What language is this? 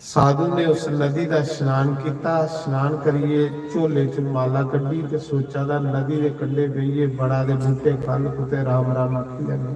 Dogri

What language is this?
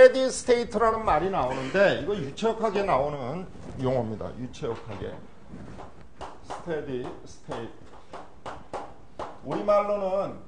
Korean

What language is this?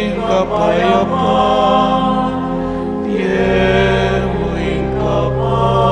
Pampanga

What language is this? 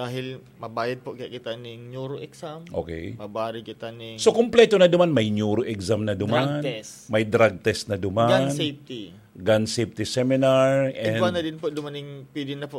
Bikol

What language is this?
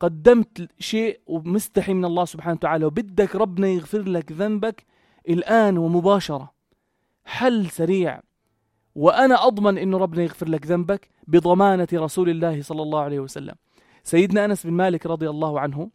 North Levantine Arabic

